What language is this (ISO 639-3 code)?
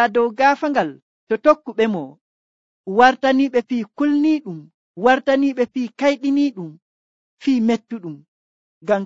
fuv